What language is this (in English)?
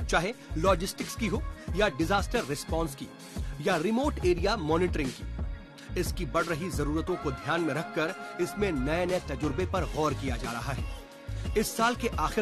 Hindi